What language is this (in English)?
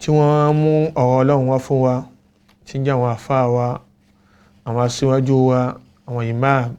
Yoruba